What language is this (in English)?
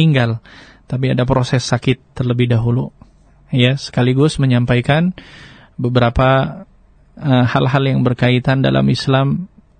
Indonesian